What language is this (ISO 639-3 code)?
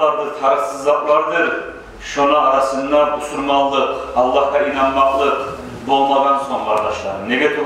kum